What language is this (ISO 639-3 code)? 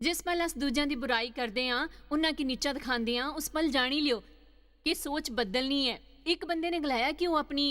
doi